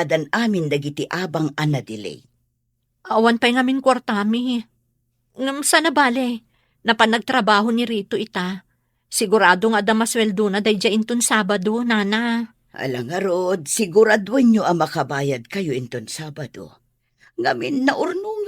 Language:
Iloko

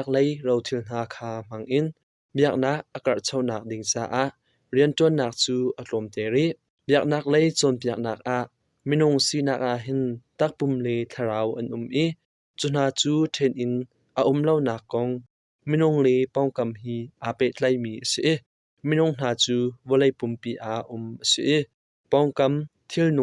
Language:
Hakha Chin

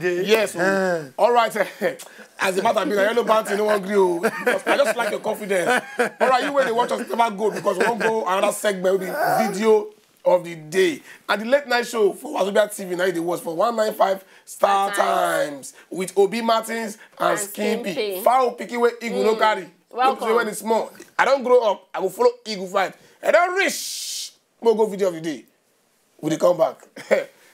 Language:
Nigerian Pidgin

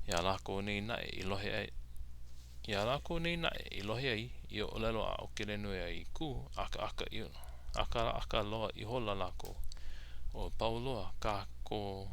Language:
Hawaiian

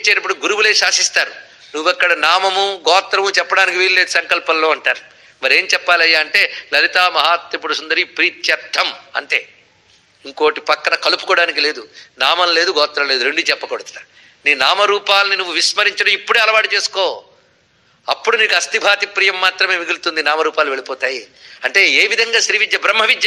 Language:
Telugu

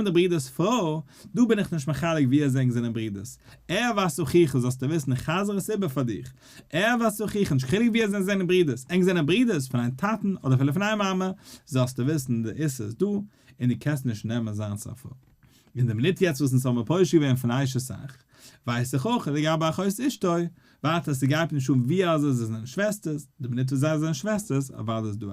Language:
Yiddish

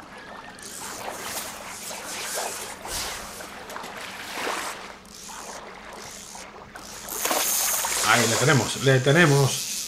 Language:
Spanish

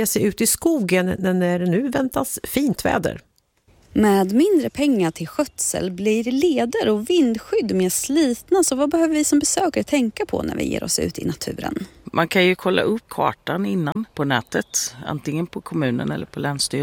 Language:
Swedish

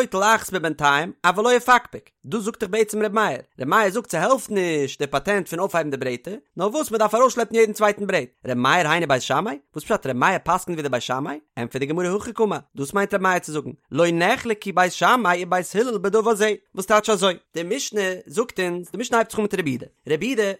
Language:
Yiddish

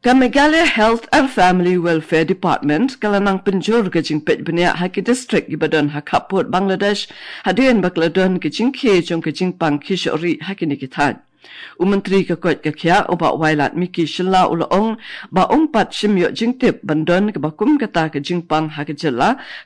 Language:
Khasi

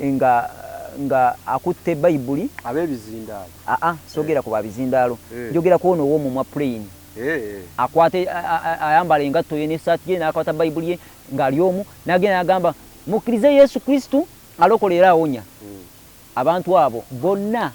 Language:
Ganda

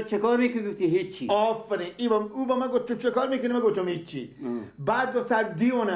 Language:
Persian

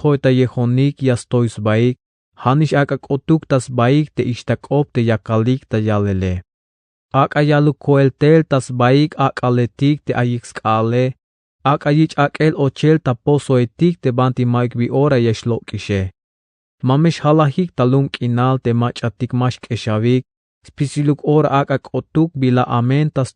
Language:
Tzeltal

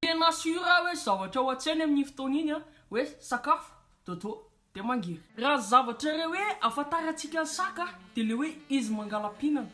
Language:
Malagasy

